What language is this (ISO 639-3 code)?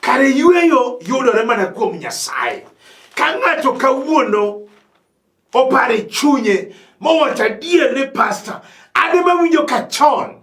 luo